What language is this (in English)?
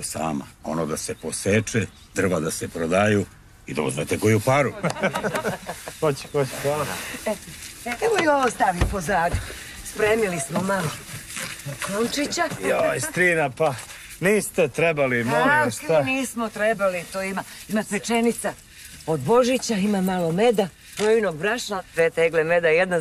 Serbian